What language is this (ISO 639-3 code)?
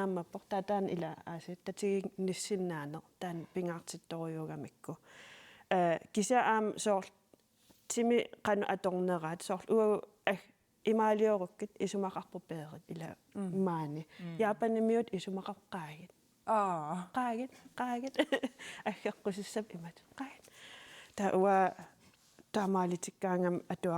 kal